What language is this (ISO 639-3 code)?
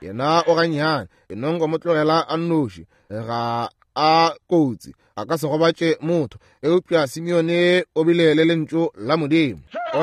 nso